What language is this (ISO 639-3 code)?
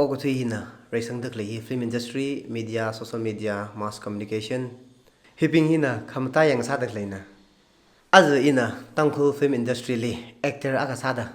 nmf